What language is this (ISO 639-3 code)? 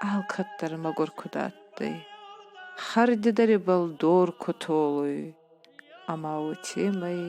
oss